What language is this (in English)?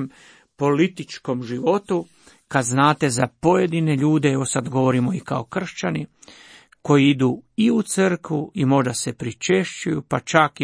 Croatian